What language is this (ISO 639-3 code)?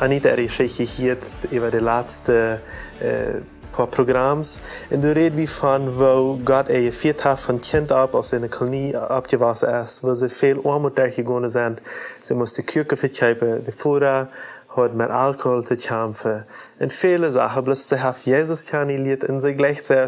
pdt